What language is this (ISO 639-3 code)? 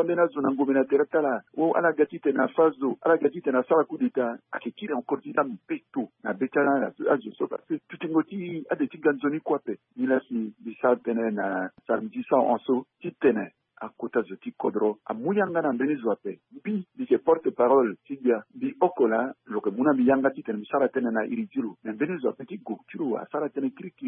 sag